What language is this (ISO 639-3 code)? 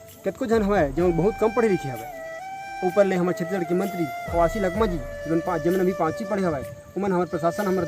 hne